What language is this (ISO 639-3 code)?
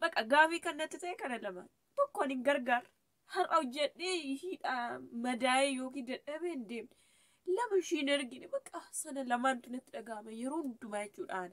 orm